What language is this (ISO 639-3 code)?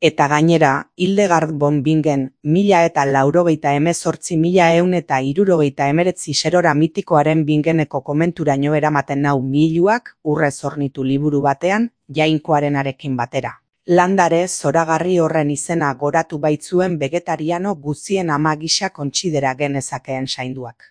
eus